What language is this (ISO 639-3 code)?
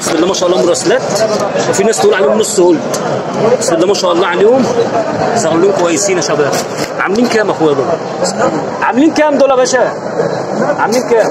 arz